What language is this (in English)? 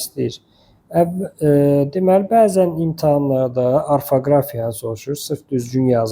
Azerbaijani